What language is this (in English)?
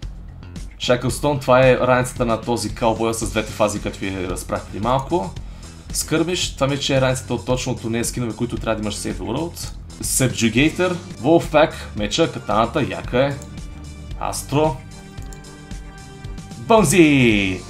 Bulgarian